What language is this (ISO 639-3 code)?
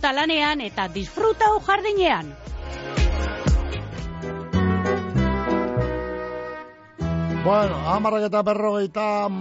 eus